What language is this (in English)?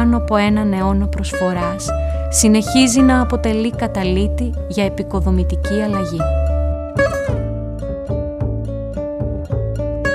Greek